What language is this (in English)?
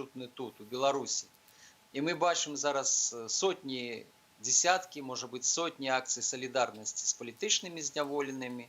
Belarusian